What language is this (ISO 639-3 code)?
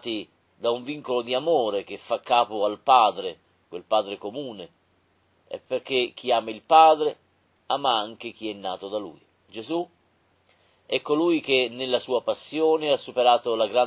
ita